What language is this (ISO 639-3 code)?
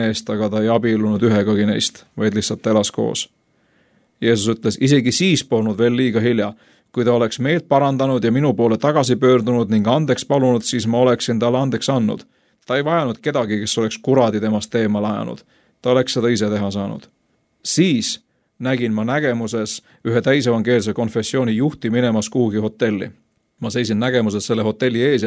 est